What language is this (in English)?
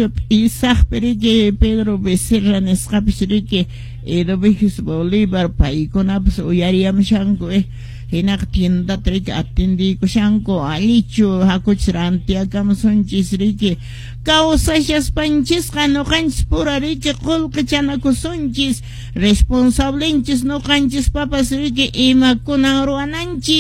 Quechua